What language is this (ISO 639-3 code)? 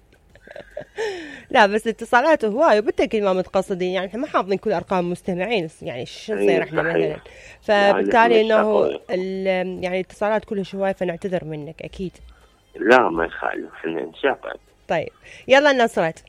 acm